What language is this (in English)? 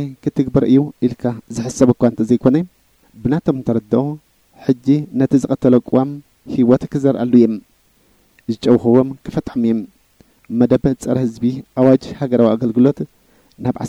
Tigrinya